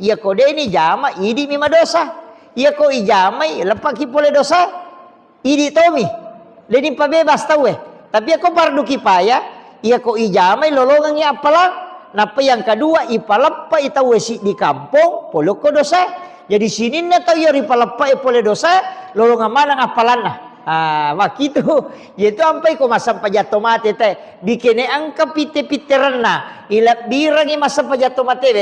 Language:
Buginese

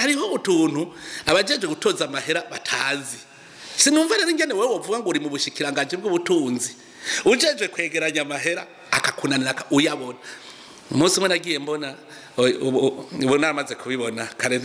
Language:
Rundi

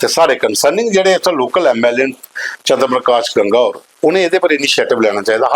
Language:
Dogri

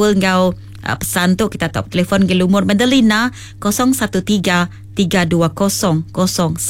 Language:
Iban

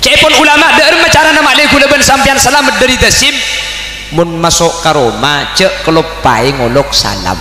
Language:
Madurese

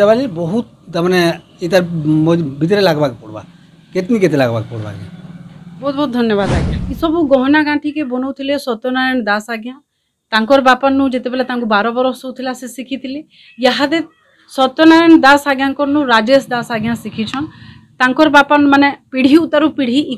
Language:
Sambalpuri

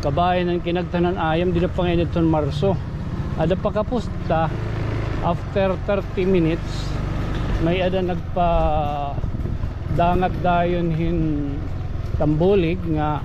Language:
Waray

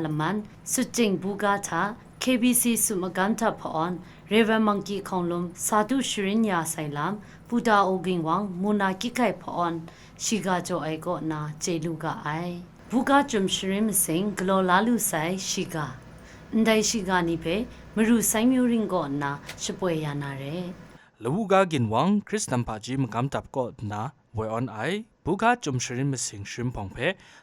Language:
Kachin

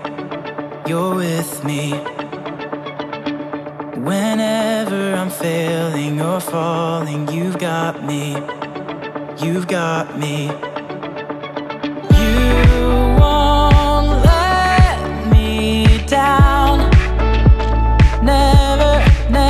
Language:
English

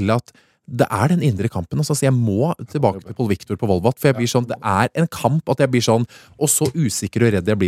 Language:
Norwegian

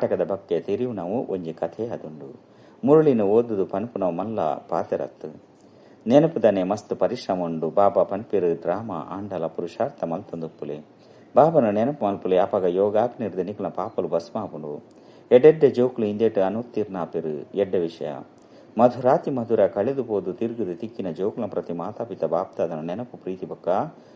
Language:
Tulu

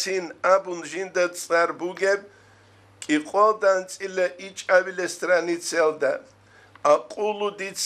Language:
Avaric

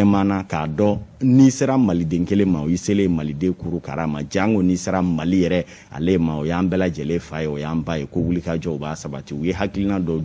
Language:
Bambara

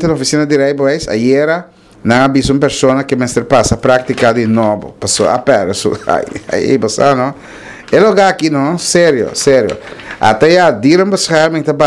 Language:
Papiamento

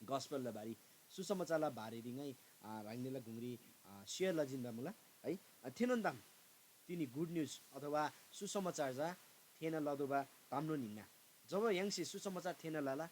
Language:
Eastern Tamang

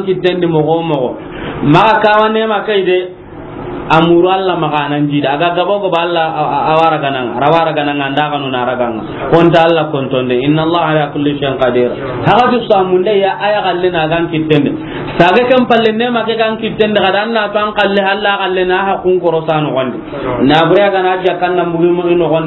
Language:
Soninke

